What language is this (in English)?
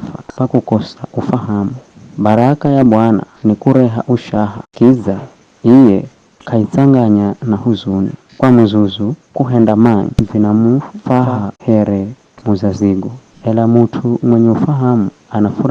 Giryama